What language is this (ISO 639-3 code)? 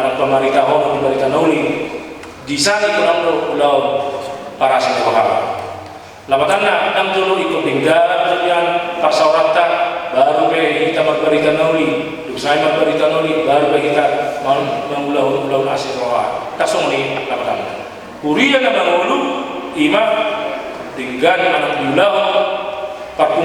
bbc